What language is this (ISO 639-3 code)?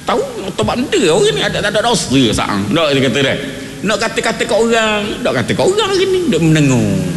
msa